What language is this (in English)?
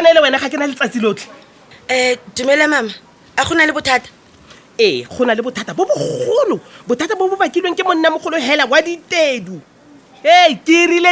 Tswana